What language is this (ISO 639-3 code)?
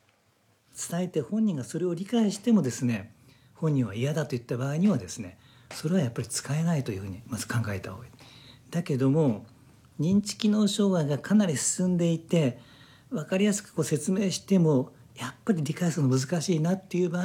jpn